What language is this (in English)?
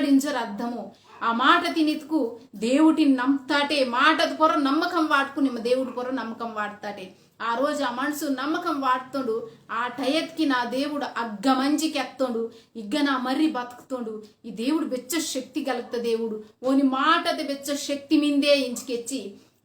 Koya